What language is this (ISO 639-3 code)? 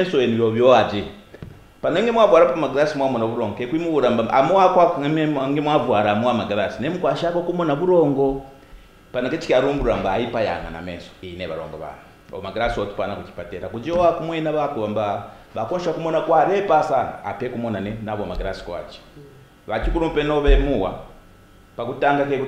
kqn